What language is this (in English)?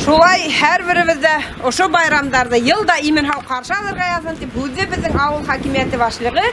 Bashkir